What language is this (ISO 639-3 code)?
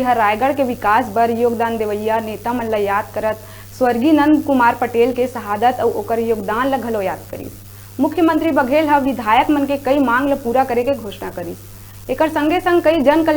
hne